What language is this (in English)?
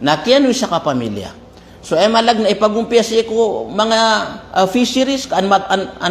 Maranao